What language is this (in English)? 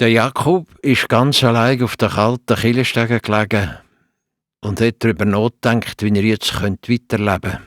Swiss German